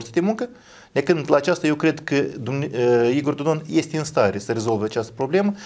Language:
Romanian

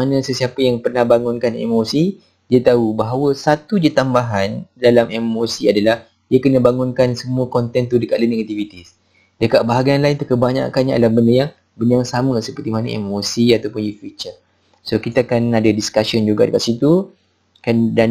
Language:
Malay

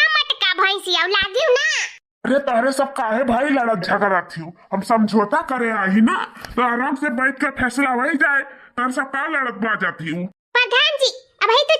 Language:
Awadhi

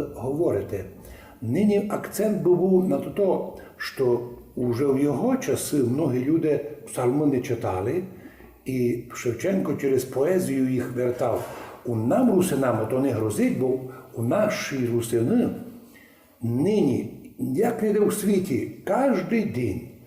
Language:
Rusyn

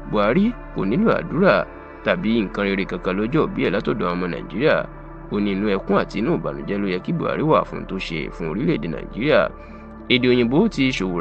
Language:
Yoruba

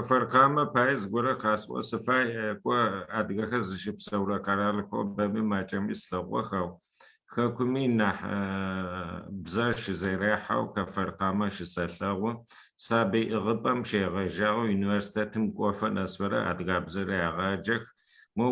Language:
Adyghe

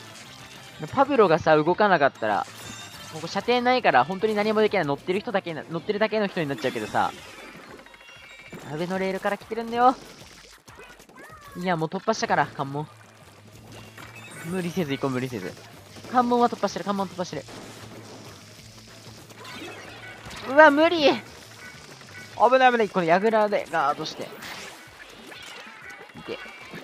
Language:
Japanese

